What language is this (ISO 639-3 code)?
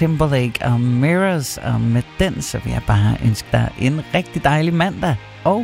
dan